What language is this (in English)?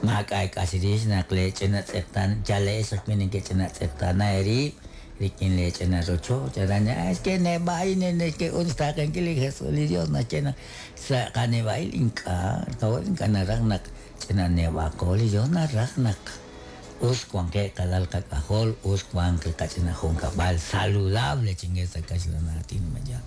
Kekchí